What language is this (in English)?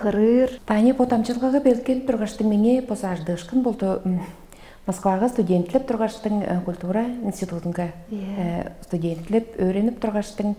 Tuvinian